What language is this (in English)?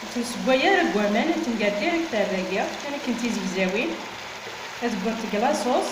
Kabyle